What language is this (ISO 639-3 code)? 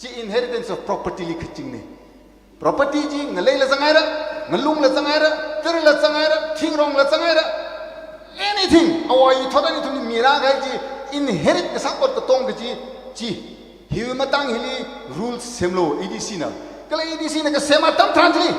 nmf